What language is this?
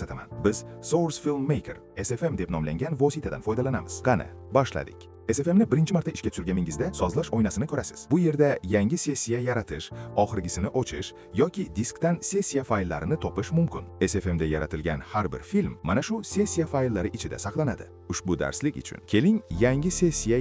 Uzbek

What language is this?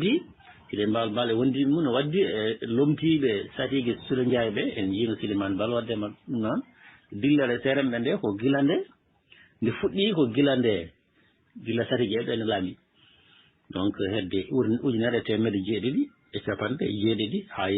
Fula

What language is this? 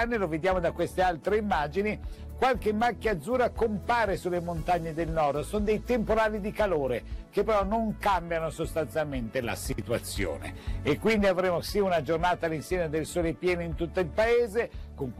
Italian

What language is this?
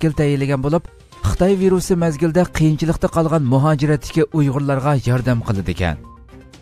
Uyghur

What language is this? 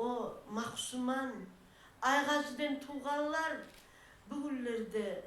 Kumyk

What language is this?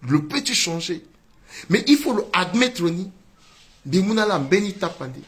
Sango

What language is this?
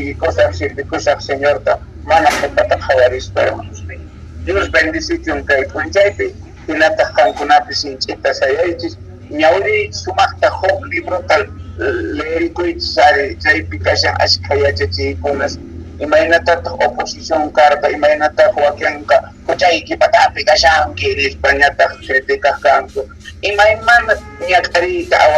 South Bolivian Quechua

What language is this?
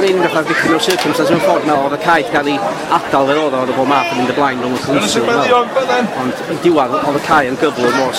Welsh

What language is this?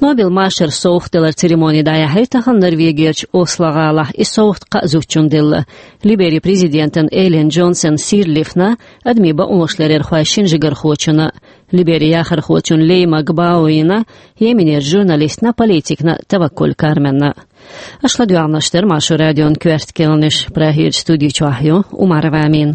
Chechen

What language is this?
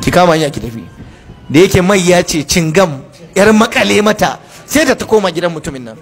Hausa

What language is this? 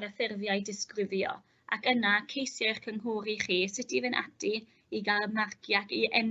Welsh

